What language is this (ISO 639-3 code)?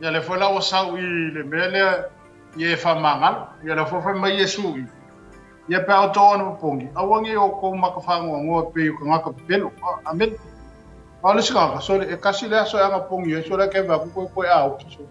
smo